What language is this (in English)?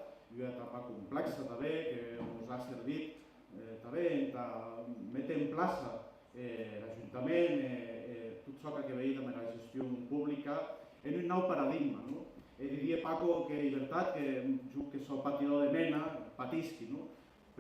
Occitan